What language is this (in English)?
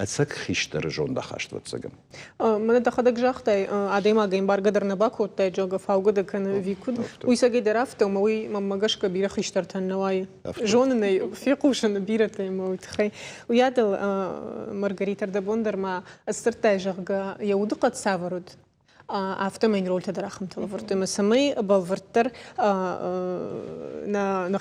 Ossetic